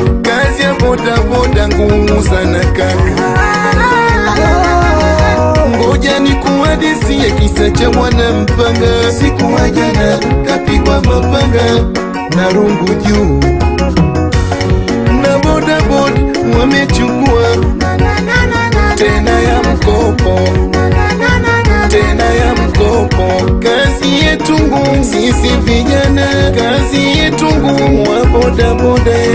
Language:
Swahili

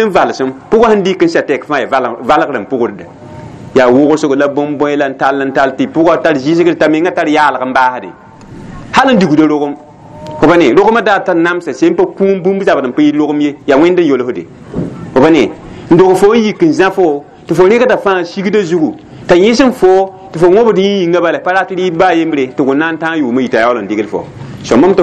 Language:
Mossi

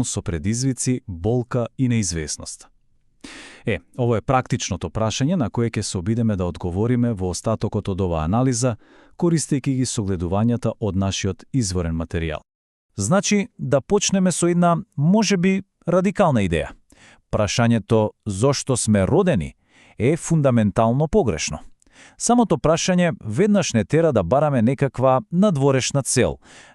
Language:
Macedonian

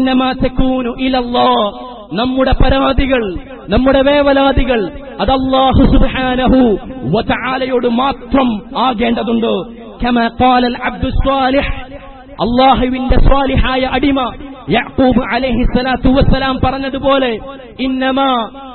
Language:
Malayalam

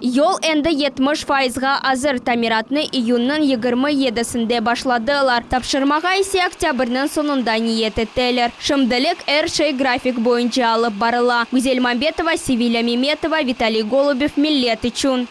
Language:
Crimean Tatar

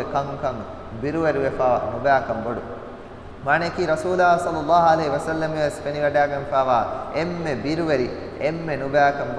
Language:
Divehi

